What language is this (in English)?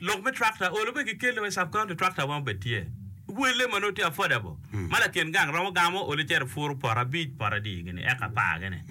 Acoli